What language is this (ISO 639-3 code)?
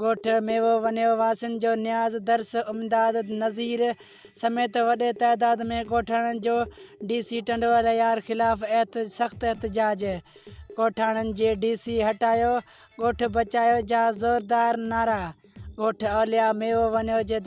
snd